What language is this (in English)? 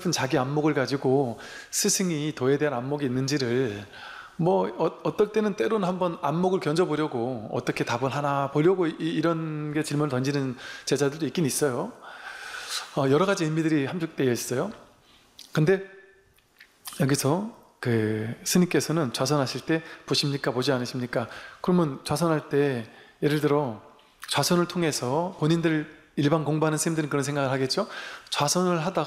Korean